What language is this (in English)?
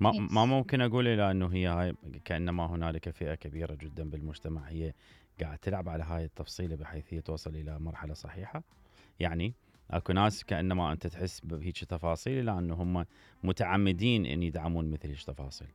Mesopotamian Arabic